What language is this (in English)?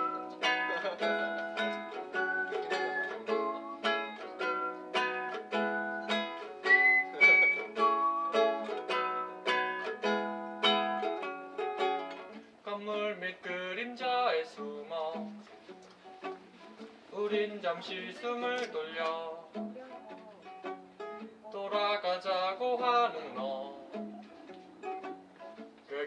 Korean